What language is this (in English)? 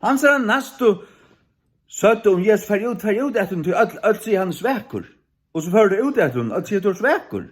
Faroese